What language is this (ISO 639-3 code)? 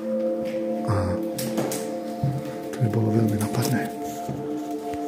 slk